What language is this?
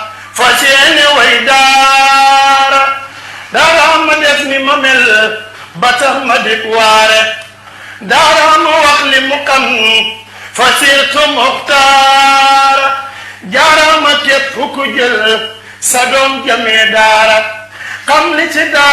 Wolof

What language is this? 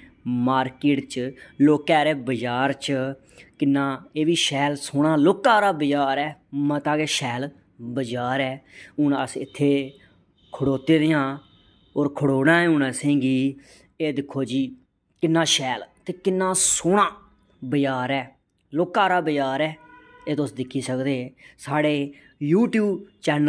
Dogri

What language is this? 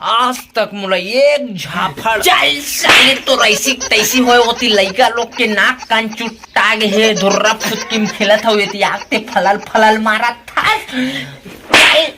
Chhattisgarhi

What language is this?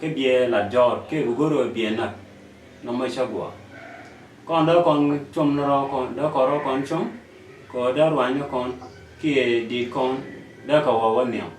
Nuer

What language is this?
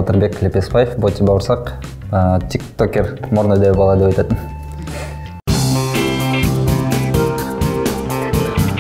Kazakh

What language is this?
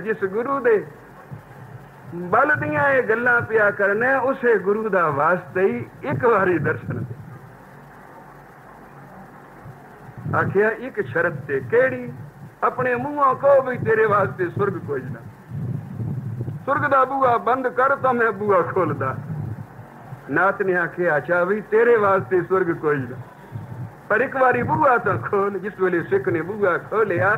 Punjabi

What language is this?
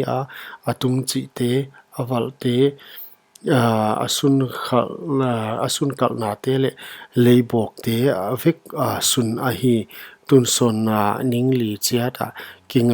Paite Chin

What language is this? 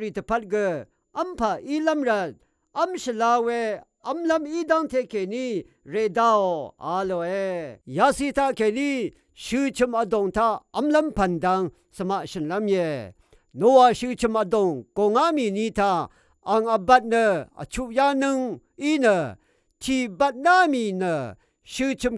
Rawang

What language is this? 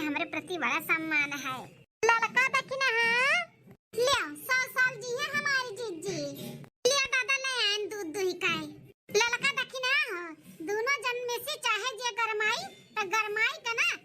Awadhi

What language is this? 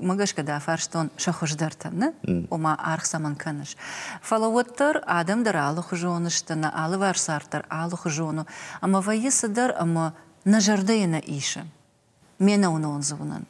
Ossetic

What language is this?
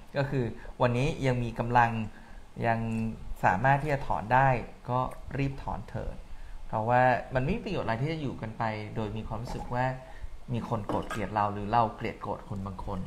Thai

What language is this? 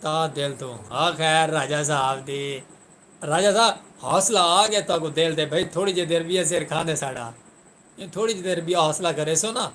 Saraiki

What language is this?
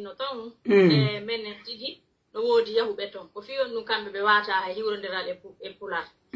Pular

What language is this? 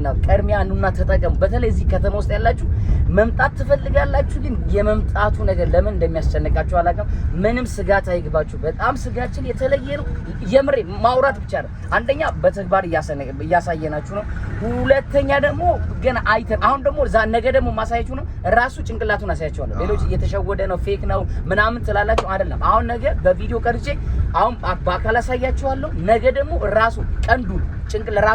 Amharic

